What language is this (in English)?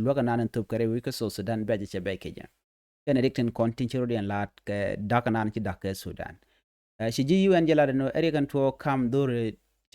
Nuer